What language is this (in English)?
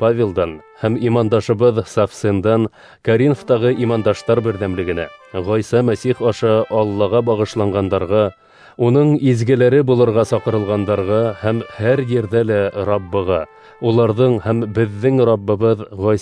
Bashkir